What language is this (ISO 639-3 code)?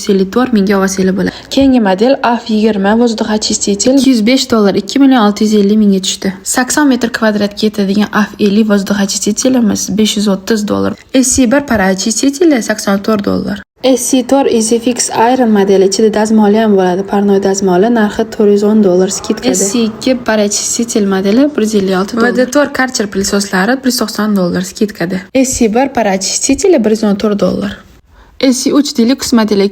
uzb